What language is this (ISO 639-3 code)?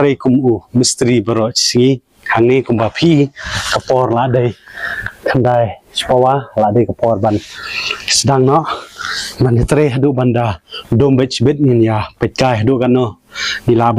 kha